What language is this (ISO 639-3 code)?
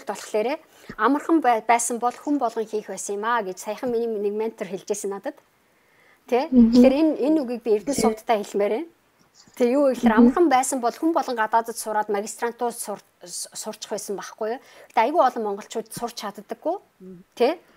mon